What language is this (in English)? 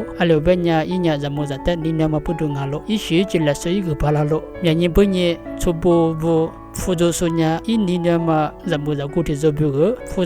Lisu